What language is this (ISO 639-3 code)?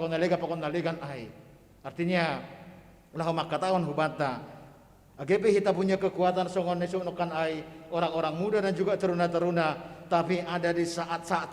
bts